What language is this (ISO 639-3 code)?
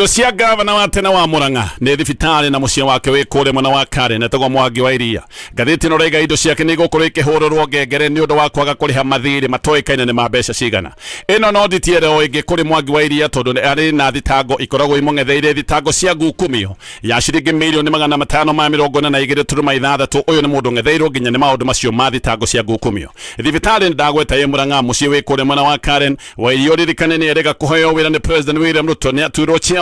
kik